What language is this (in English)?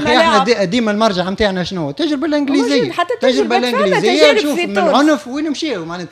Tunisian Arabic